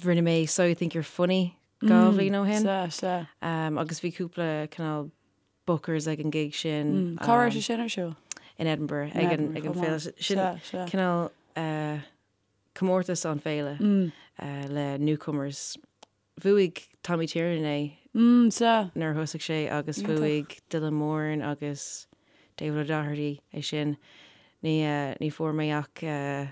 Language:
Irish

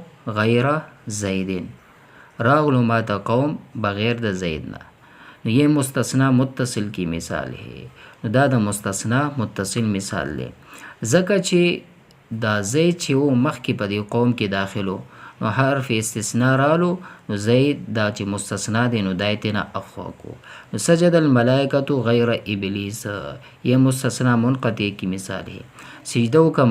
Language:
Pashto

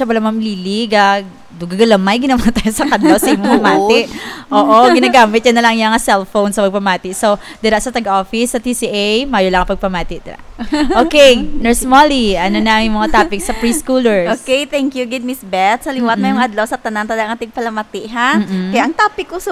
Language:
Hiligaynon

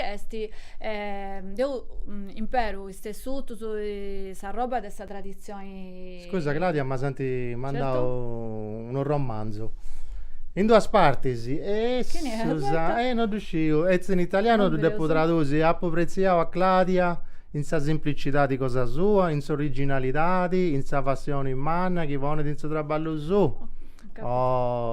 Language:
Sardinian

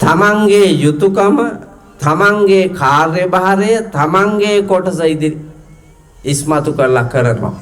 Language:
Sinhala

